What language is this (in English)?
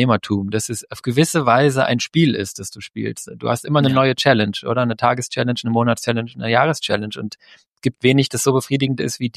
German